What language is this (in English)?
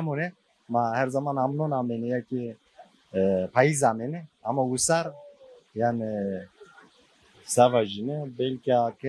Zaza